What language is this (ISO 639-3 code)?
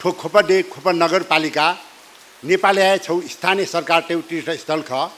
new